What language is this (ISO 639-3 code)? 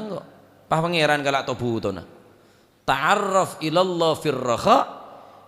mad